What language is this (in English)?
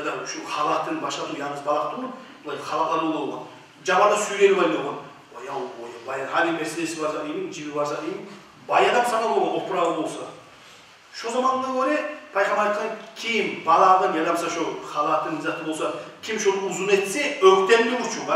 Kumyk